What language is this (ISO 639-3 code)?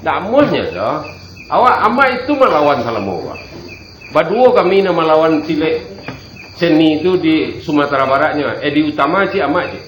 min